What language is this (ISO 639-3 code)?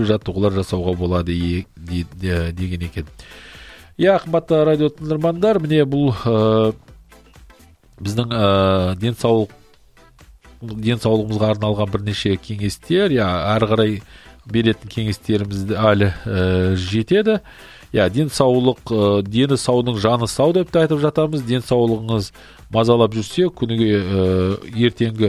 kaz